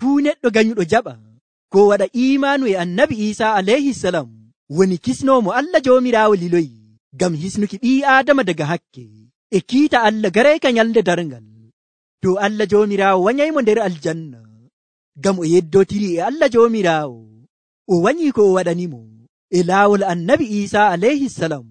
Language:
Nigerian Fulfulde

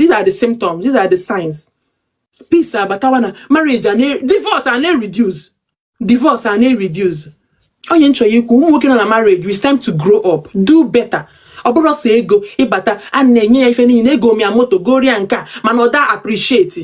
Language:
Igbo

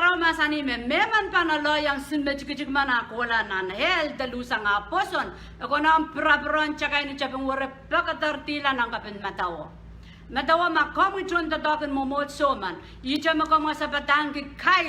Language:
Pohnpeian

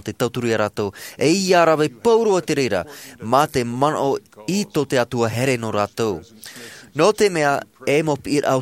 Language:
Tahitian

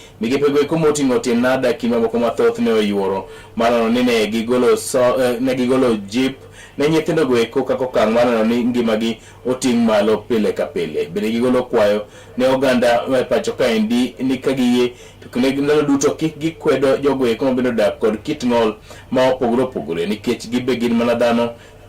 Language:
Luo (Kenya and Tanzania)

